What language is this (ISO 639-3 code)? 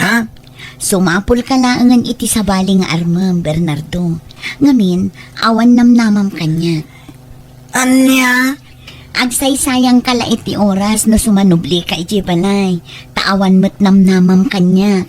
ilo